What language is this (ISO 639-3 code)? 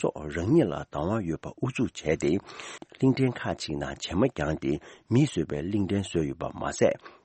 bod